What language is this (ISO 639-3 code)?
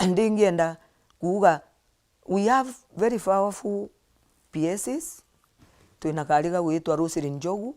mer